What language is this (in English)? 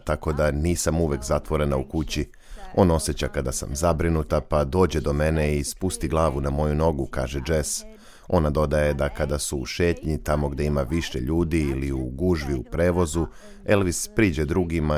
Serbian